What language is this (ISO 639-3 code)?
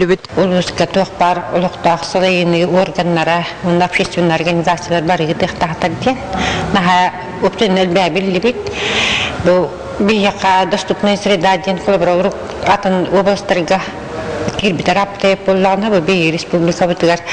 sah